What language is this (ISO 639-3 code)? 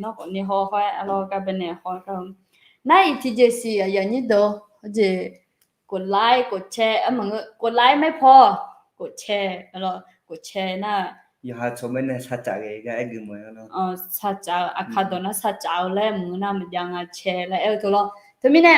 ahk